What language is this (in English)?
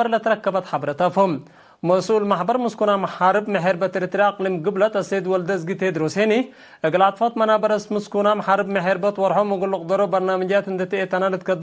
Tigre